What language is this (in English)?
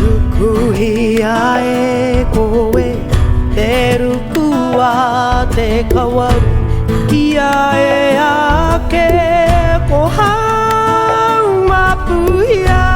Māori